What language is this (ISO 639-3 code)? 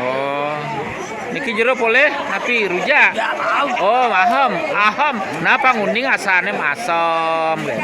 ban